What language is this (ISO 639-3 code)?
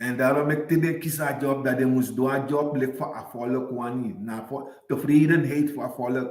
srn